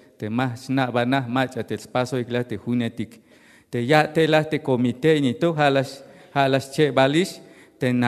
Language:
Tzeltal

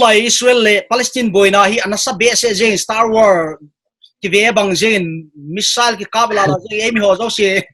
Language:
Paite Chin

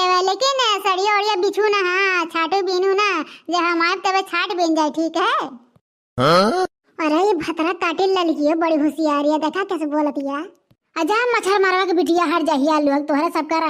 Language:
Awadhi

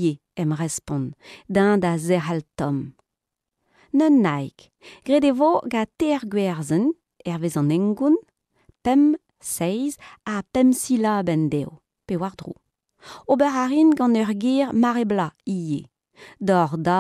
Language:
Breton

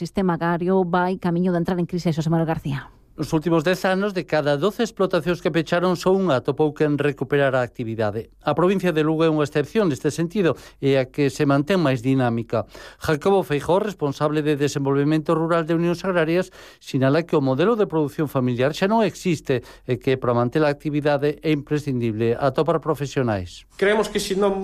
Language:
Galician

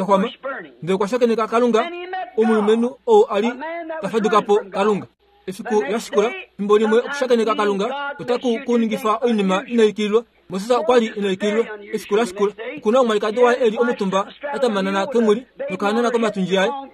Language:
Kuanyama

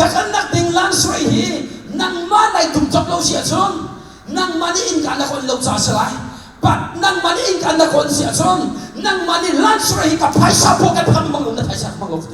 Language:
Hakha Chin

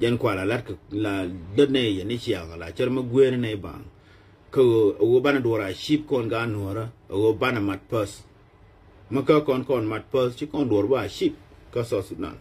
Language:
Nuer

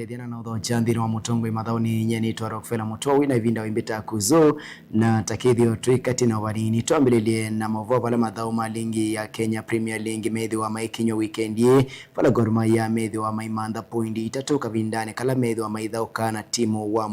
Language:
Kamba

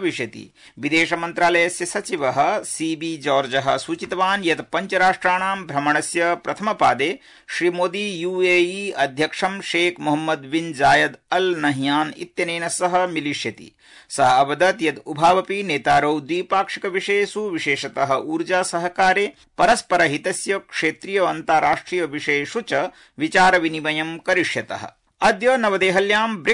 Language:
Sanskrit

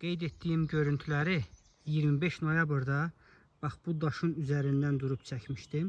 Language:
Azerbaijani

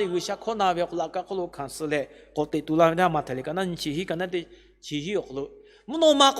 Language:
Lahu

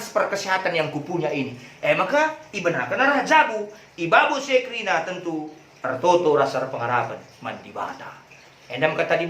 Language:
Batak Karo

